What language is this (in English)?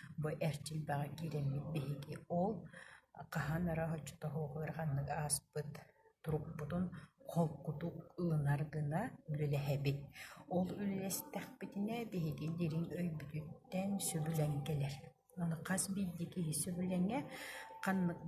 Yakut